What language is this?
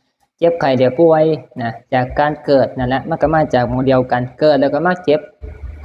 Northeastern Thai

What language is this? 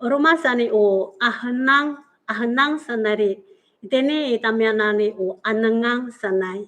Amis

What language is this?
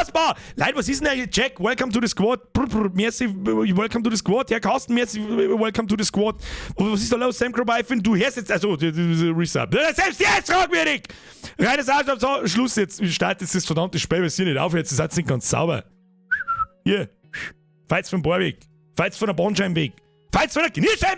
Bavarian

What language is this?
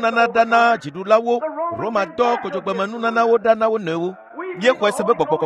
Ewe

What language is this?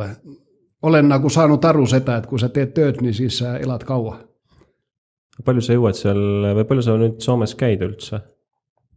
Estonian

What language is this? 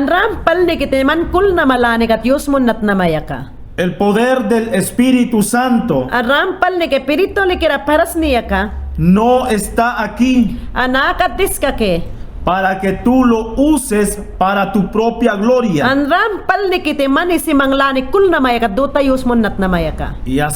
Mayangna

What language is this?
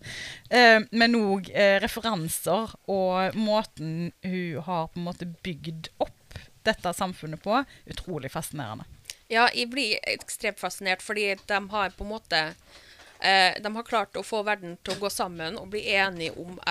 Norwegian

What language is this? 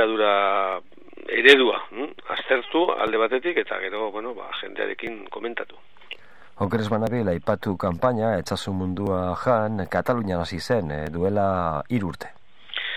Basque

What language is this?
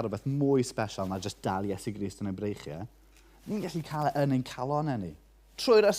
Welsh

